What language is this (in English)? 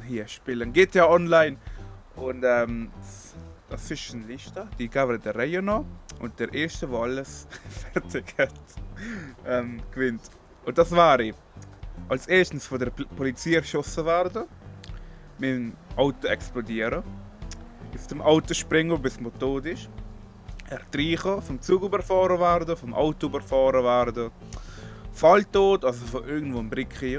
Swiss German